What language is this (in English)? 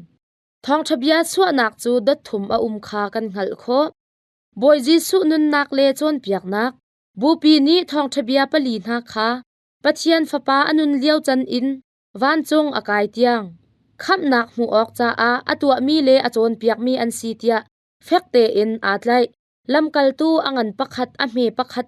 Hakha Chin